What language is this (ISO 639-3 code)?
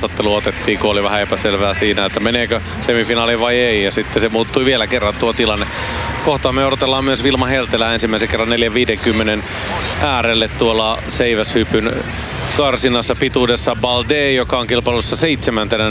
fin